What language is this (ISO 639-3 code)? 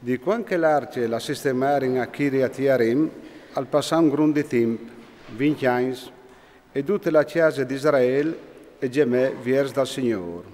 fur